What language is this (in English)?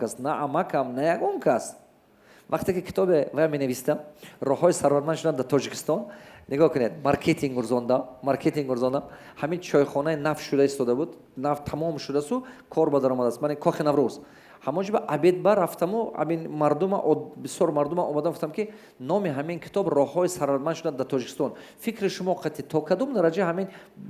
Tajik